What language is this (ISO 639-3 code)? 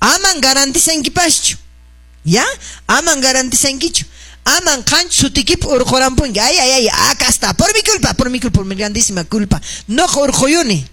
que